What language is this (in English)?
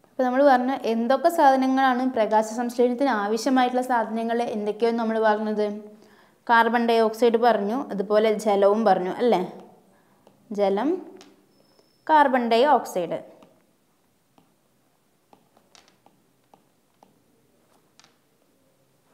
Malayalam